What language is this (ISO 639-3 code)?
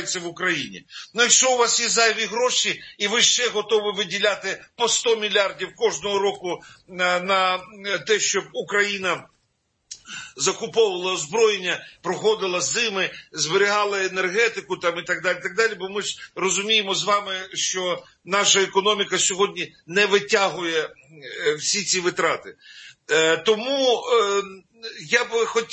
ukr